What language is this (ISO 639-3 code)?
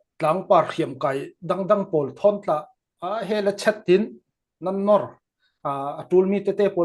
cfm